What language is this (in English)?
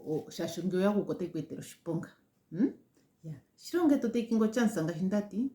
Ndonga